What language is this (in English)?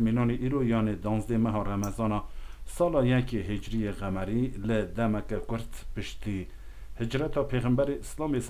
Kurdish